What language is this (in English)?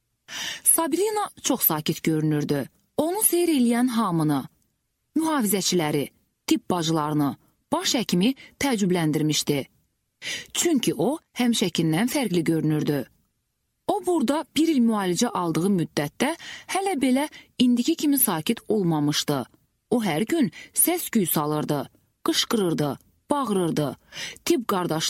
Azerbaijani